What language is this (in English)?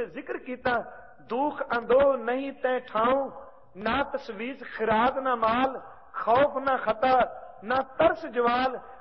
Punjabi